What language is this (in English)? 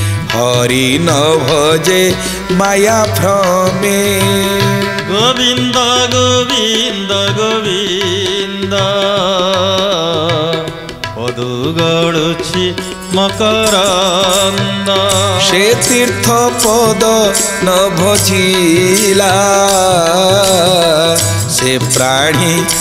Odia